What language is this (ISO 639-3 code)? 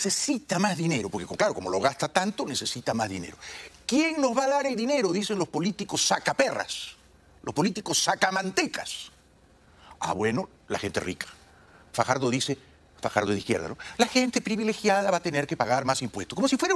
spa